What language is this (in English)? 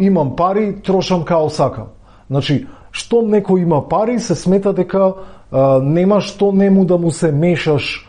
Macedonian